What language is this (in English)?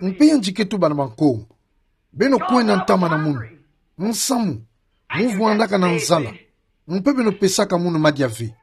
Kituba (Democratic Republic of Congo)